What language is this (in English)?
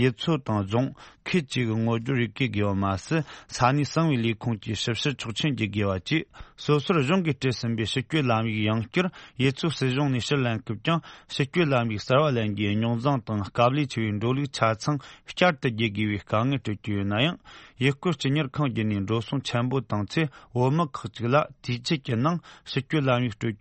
Tibetan